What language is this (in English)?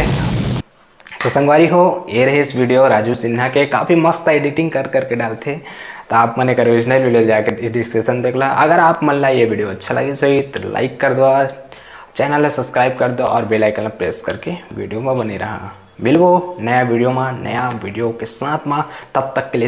Chhattisgarhi